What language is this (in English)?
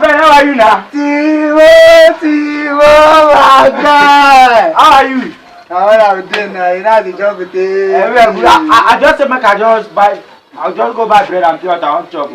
Nigerian Pidgin